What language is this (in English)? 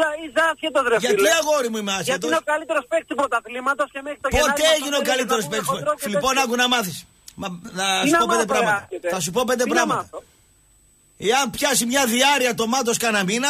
Greek